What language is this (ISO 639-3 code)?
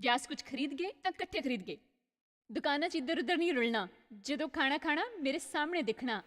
doi